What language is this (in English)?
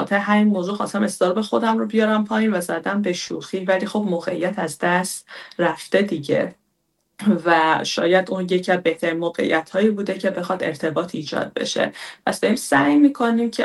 Persian